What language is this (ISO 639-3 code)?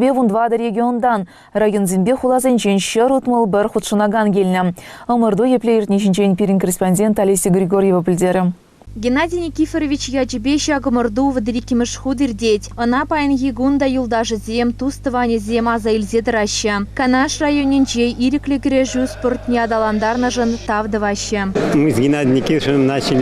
chv